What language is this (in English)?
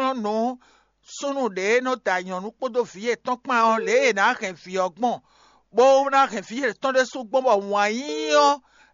Fon